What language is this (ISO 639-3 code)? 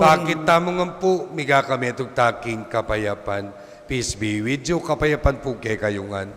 pam